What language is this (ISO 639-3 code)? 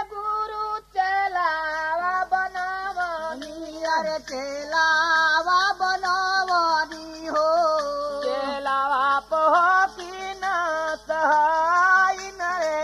bho